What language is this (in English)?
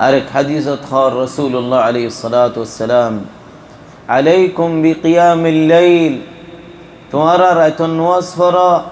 Rohingya